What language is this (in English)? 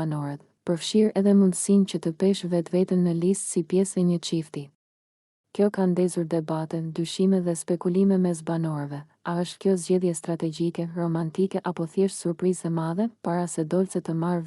Albanian